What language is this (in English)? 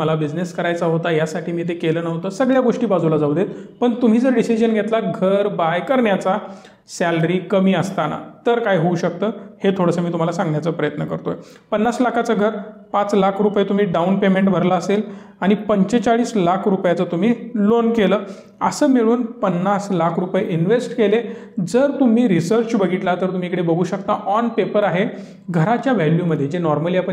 Marathi